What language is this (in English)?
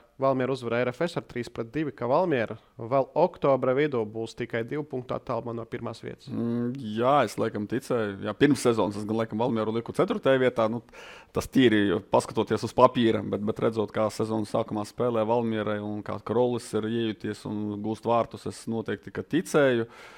Latvian